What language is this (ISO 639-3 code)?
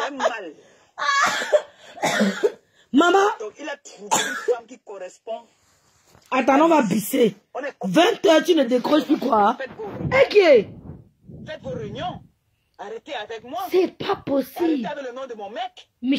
fra